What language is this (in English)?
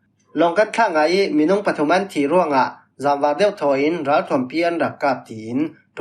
Falam Chin